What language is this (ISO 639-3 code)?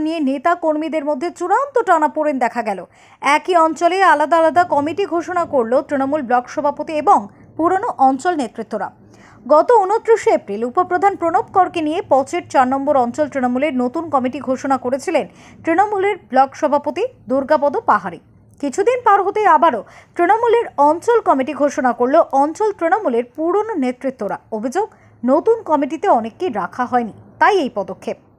ben